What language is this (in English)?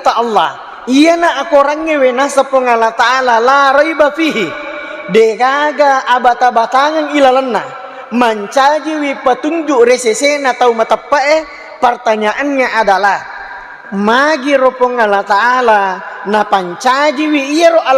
Buginese